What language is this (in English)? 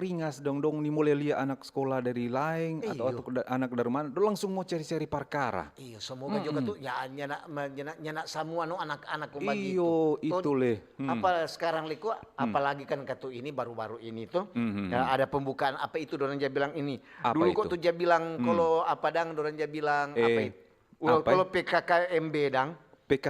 Manado Malay